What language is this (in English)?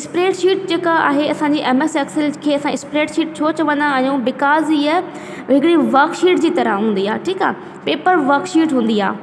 Sindhi